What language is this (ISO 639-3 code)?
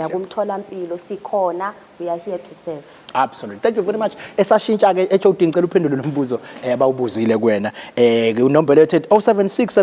zul